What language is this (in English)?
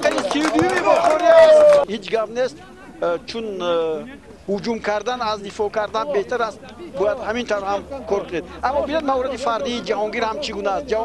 Tajik